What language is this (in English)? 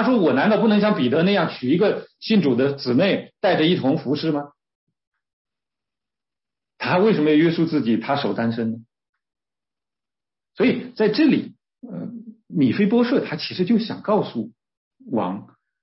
Chinese